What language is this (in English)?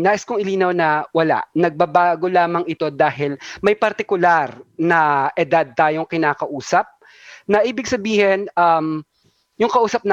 Filipino